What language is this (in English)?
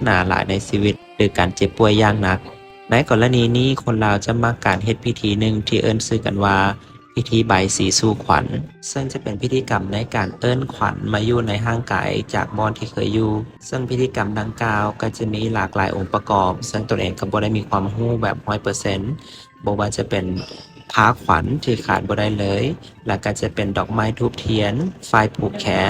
Lao